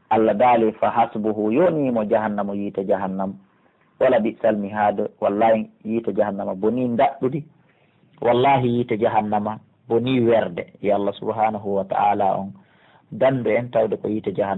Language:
Pular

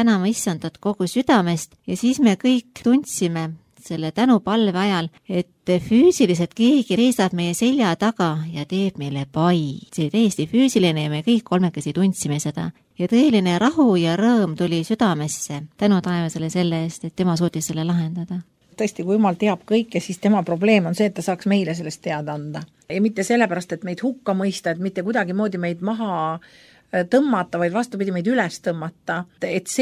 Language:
Estonian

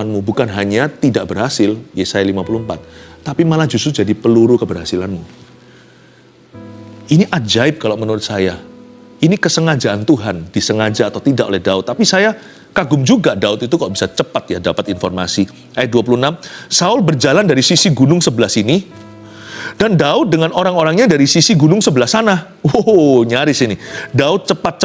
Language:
Indonesian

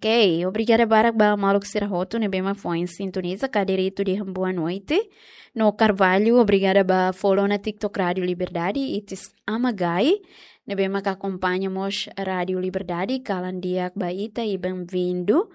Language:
Tetum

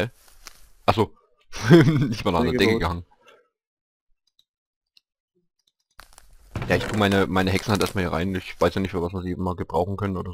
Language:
German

